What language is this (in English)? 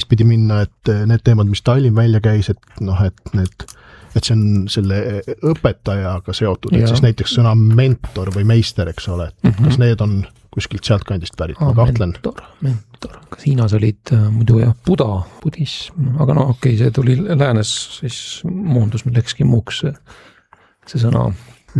Estonian